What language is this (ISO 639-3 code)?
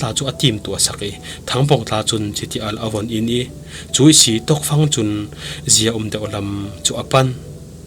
cfm